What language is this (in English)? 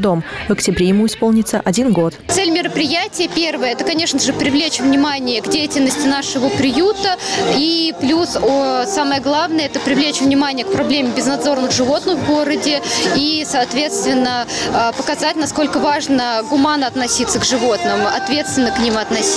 Russian